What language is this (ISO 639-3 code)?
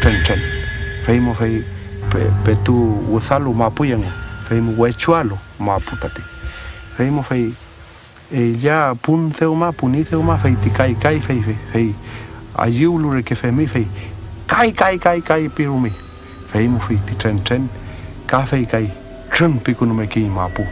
arn